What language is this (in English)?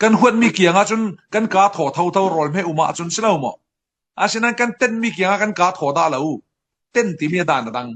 Falam Chin